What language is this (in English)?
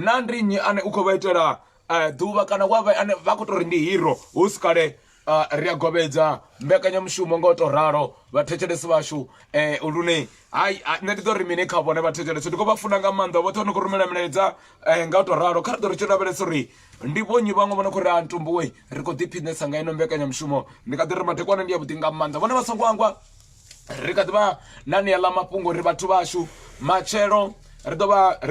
Venda